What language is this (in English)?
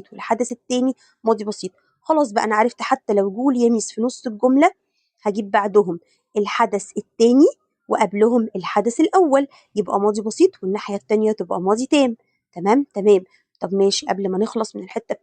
Egyptian Arabic